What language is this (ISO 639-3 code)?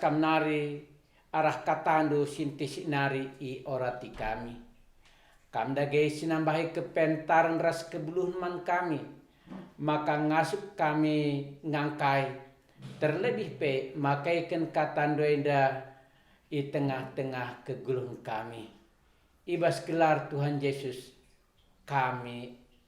btx